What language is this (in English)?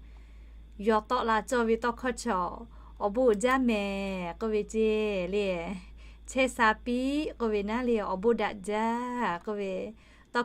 Lahu